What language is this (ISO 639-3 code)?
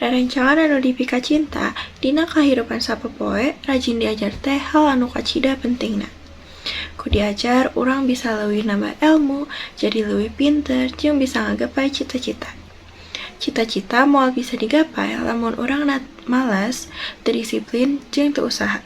sun